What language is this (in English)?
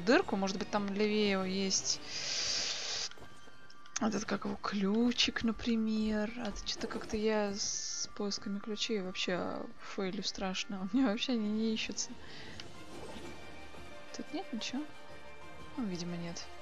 Russian